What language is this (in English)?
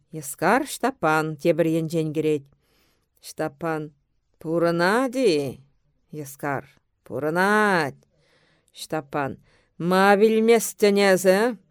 Chuvash